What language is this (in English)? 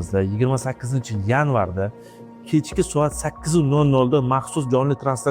Uzbek